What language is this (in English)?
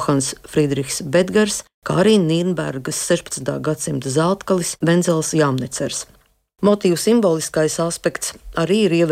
Latvian